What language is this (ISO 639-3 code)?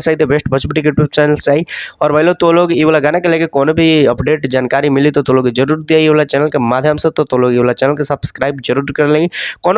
bho